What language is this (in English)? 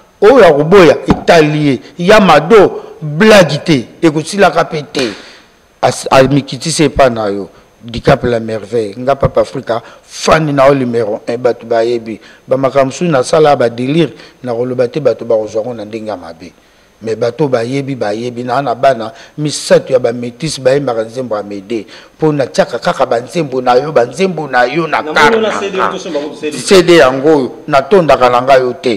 Lingala